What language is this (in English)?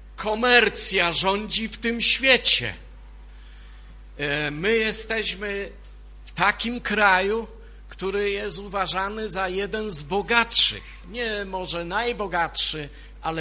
Polish